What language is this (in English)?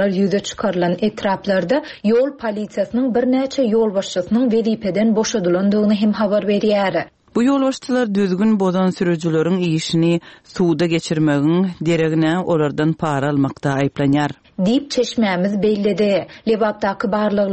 Turkmen